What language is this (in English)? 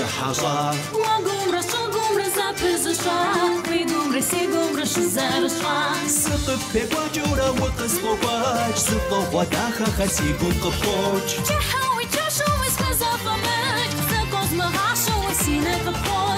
Kabardian